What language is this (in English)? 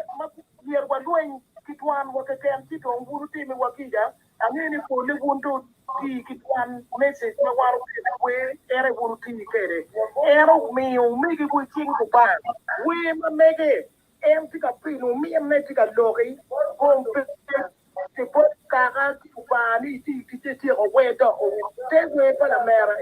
Acoli